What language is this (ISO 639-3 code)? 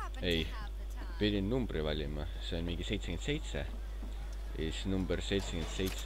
est